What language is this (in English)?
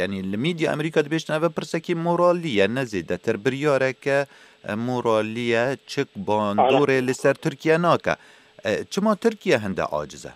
Kurdish